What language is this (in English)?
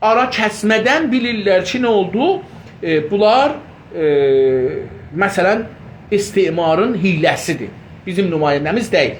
South Azerbaijani